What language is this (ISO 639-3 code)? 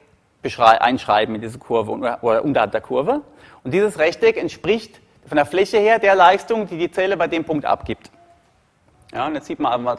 deu